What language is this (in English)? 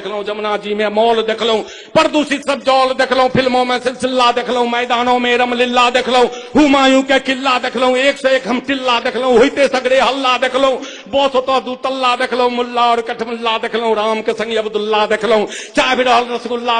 Maithili